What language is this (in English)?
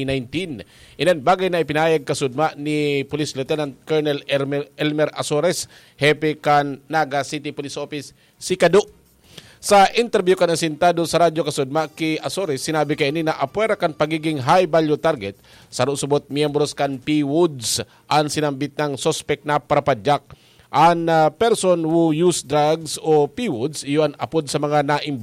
Bikol